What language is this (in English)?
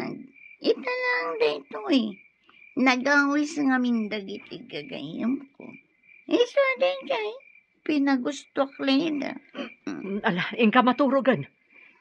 Iloko